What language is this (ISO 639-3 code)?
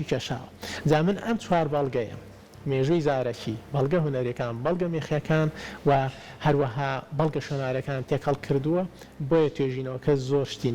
ckb